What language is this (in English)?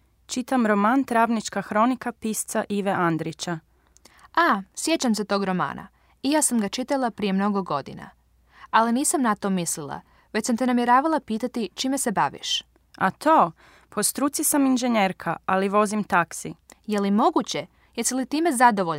Croatian